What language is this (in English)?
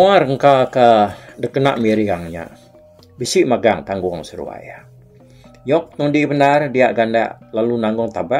Iban